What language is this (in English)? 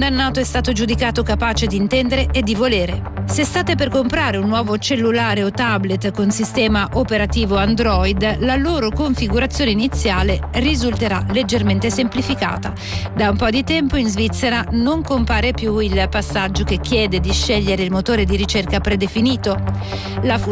Italian